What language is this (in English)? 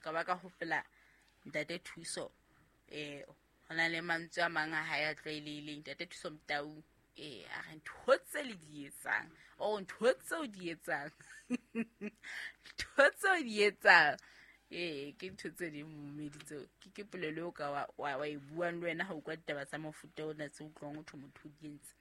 Southern Sotho